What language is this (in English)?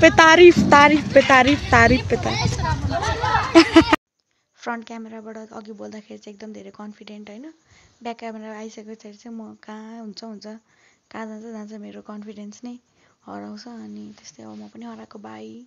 Nepali